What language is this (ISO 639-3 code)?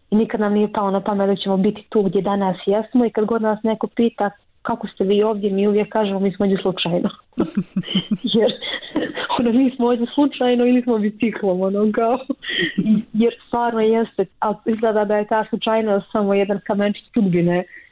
bos